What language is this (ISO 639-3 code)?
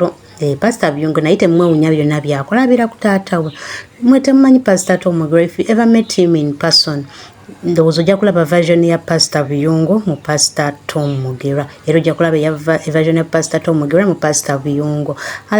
lug